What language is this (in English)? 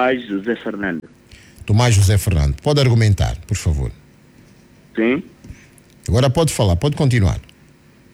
Portuguese